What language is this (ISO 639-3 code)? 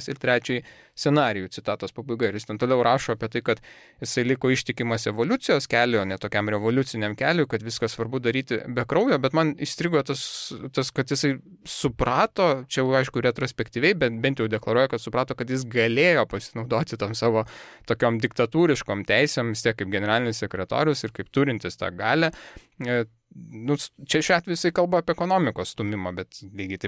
lit